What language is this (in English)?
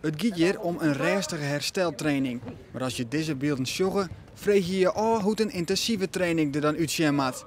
Western Frisian